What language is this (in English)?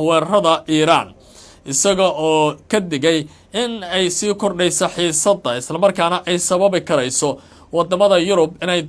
Somali